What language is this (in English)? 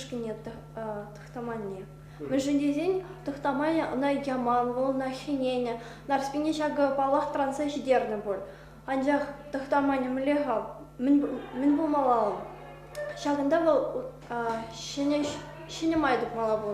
Chuvash